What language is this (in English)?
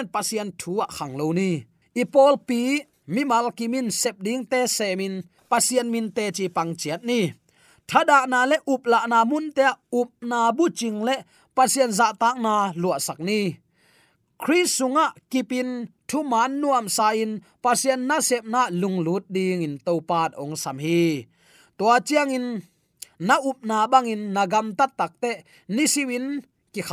Tedim Chin